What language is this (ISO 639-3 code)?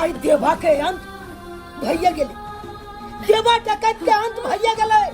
mai